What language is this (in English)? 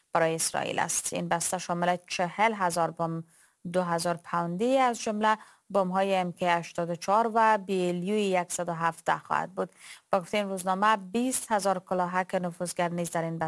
Persian